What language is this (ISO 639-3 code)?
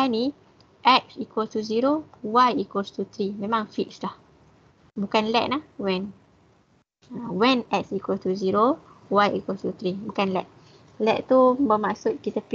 msa